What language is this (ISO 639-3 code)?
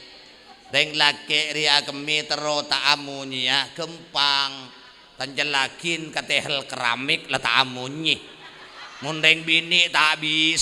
mad